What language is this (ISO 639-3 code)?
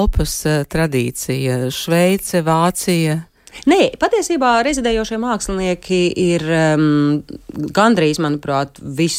lav